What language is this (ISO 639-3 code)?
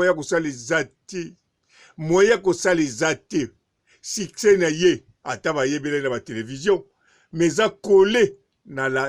lin